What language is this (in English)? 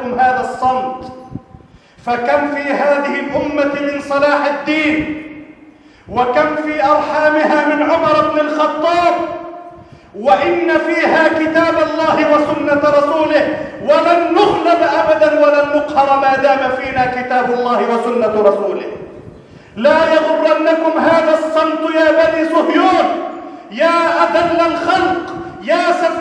Arabic